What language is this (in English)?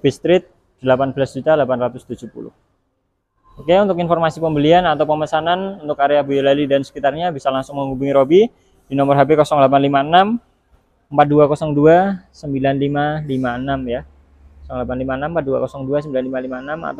Indonesian